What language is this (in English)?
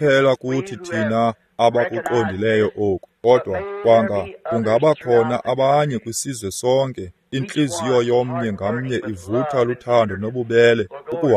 Xhosa